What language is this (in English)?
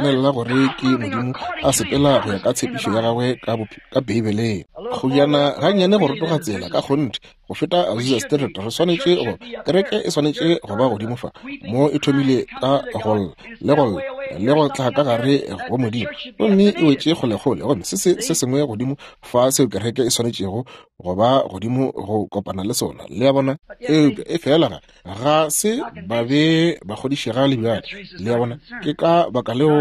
Northern Sotho